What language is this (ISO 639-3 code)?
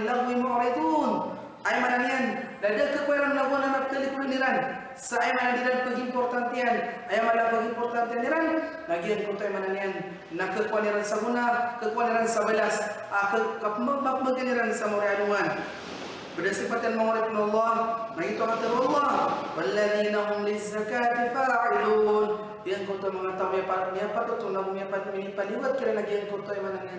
mrw